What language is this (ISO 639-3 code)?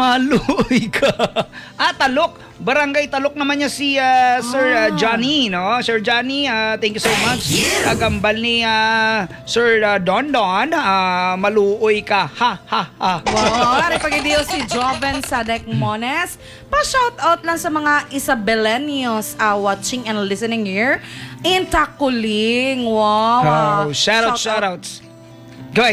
hil